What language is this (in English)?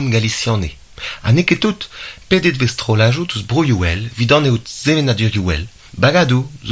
Breton